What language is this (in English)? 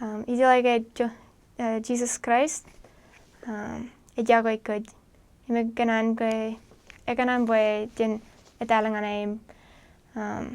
Marshallese